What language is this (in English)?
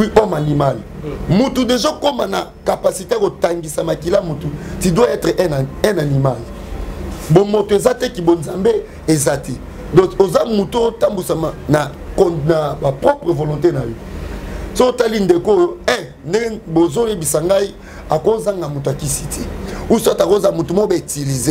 Lingala